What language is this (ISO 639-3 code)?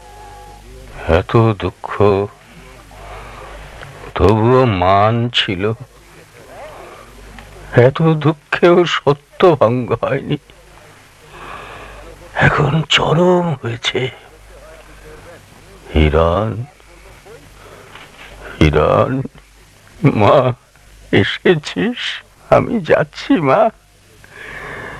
ben